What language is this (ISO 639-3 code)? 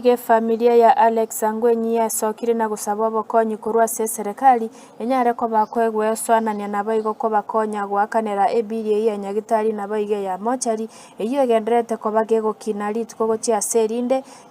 guz